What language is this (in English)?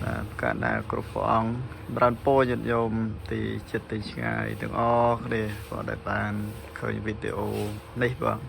Khmer